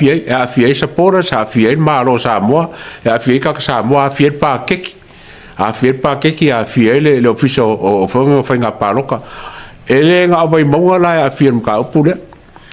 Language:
Samoan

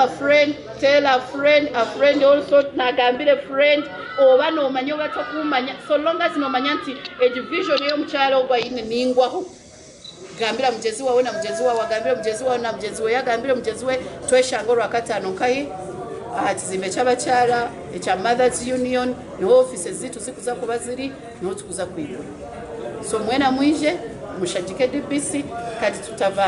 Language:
Nyankole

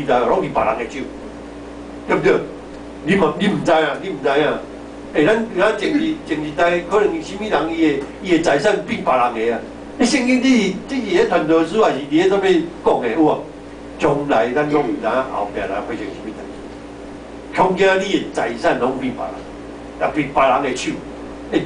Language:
Min Nan Chinese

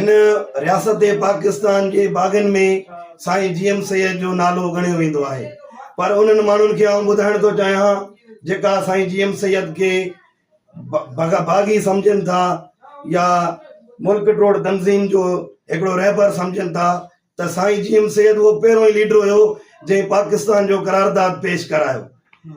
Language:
Sindhi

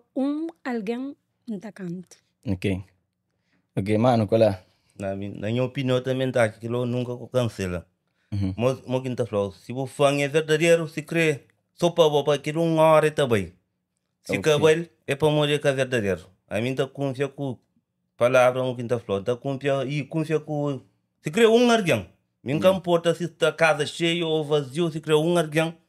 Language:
Kabuverdianu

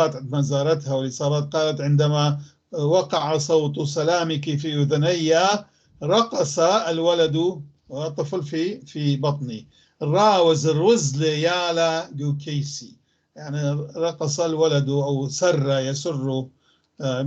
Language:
North Levantine Arabic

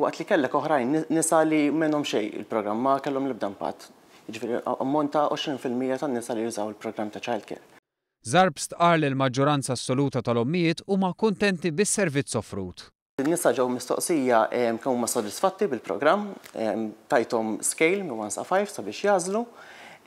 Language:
Maltese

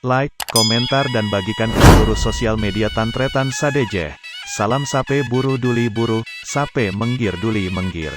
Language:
Madurese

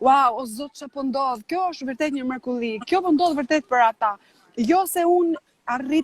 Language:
Albanian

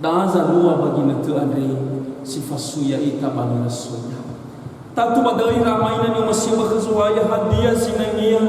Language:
Nias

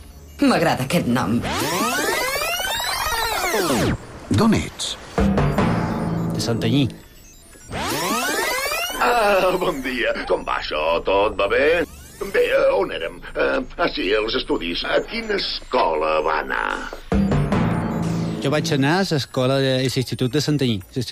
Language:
Catalan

